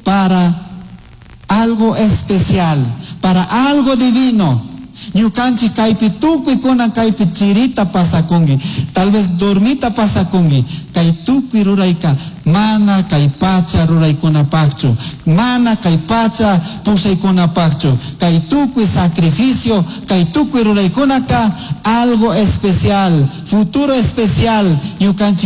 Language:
Chimborazo Highland Quichua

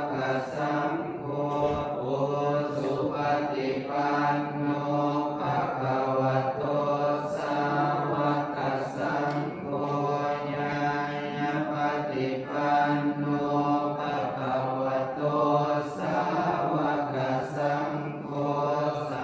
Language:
Pali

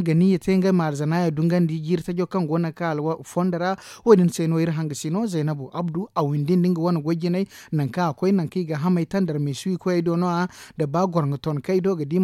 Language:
Zarma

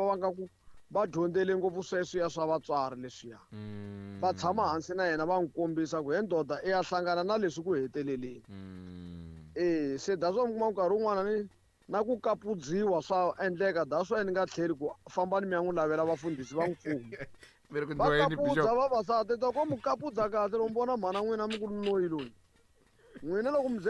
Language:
Tsonga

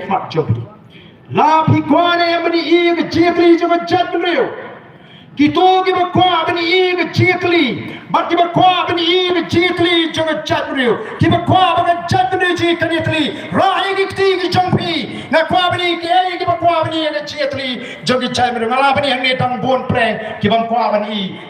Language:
Khasi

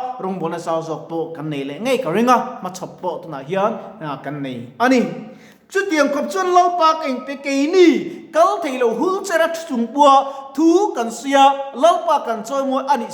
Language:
Mizo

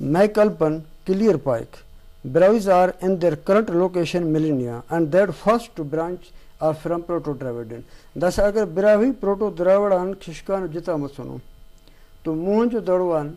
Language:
Brahui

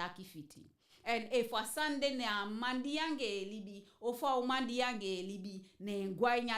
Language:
Eastern Maroon Creole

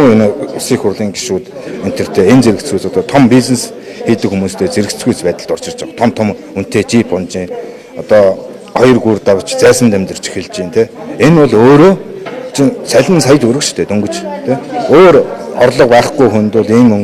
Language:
Mongolian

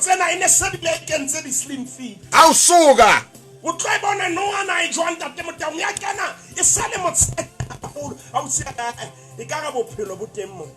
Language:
Southern Sotho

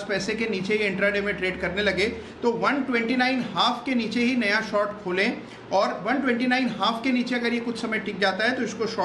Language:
Hindi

